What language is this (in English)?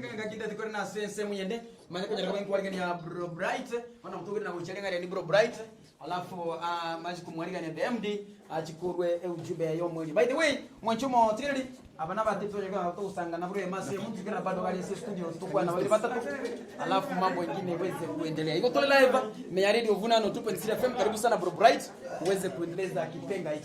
Gusii